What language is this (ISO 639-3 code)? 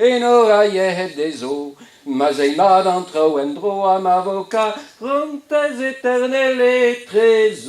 bre